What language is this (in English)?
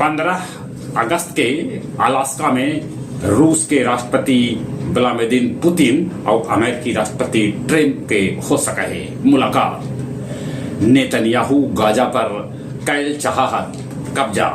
Magahi